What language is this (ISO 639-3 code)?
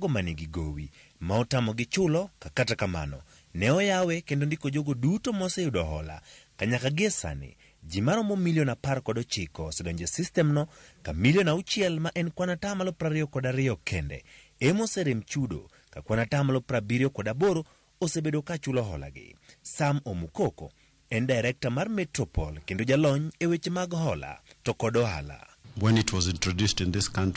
luo